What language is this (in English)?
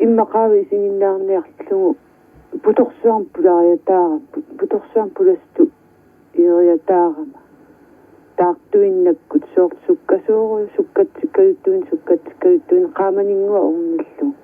Kalaallisut